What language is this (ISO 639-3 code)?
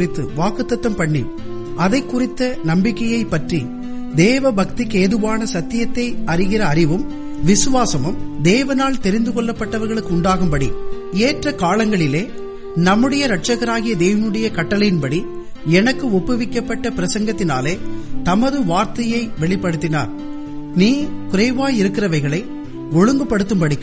tam